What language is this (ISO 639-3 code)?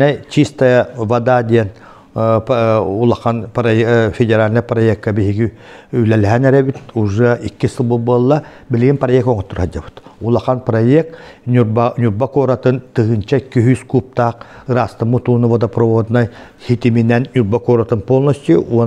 sah